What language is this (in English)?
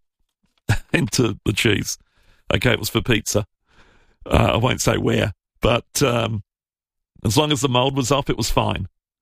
English